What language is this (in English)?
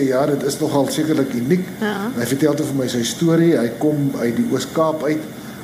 Afrikaans